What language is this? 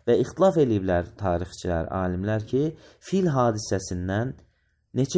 Azerbaijani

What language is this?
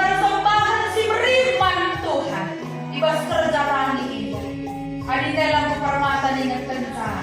Batak Karo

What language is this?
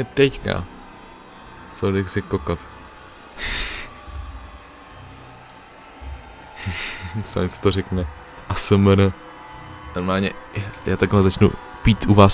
Czech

